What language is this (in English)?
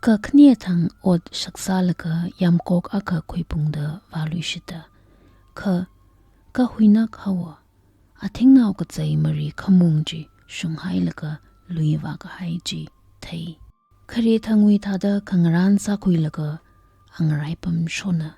Tangkhul Naga (India)